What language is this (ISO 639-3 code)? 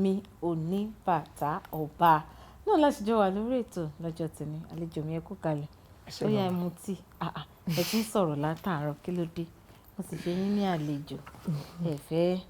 yor